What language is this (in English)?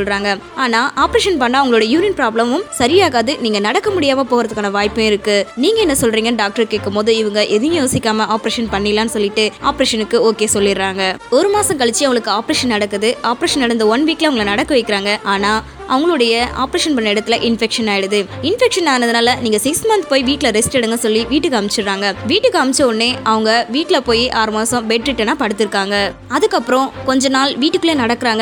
Tamil